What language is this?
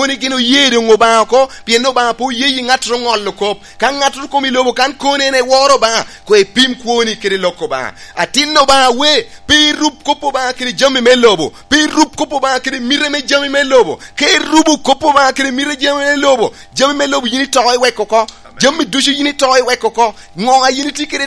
Lango (Uganda)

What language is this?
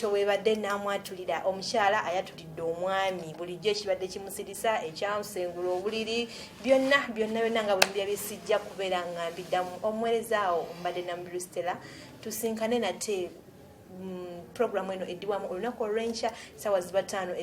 Ganda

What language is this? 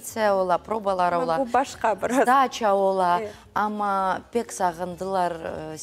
Crimean Tatar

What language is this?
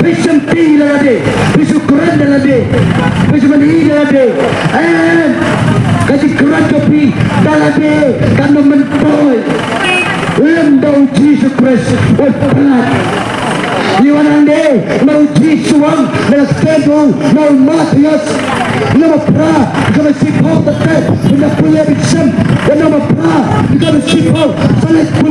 Khasi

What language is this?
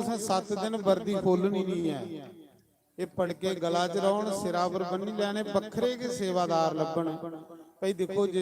Dogri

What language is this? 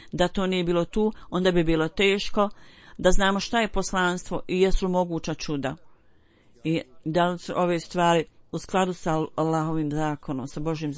Bosnian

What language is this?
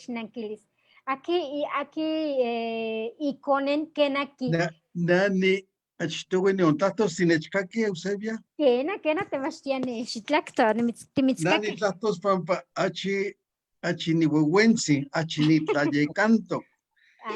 Eastern Huasteca Nahuatl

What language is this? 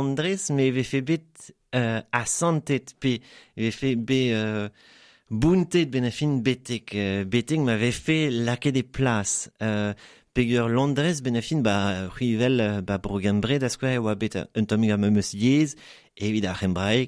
Breton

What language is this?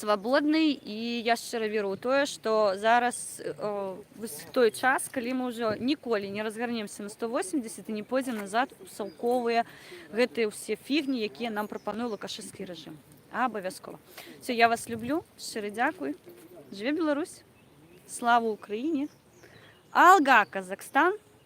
Belarusian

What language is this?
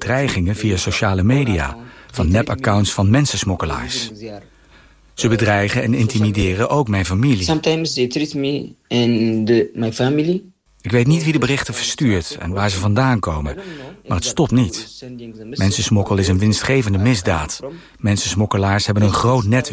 Dutch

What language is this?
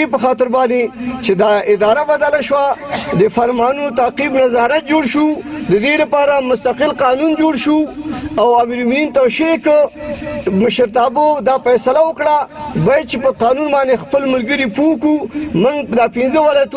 Pashto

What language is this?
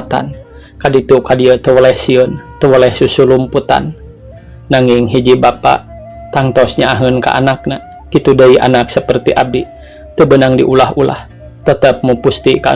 Sundanese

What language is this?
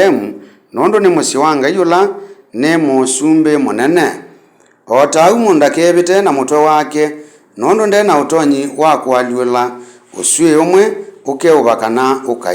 Kamba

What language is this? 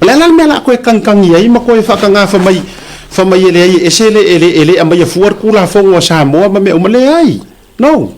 Samoan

